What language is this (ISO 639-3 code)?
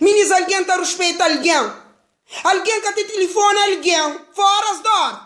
kea